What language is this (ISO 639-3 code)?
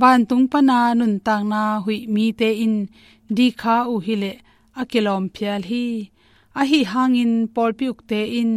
ctd